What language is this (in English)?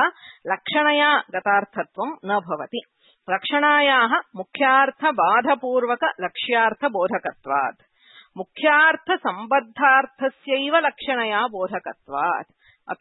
Sanskrit